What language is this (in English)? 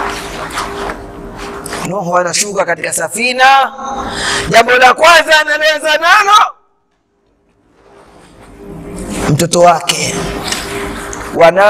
Swahili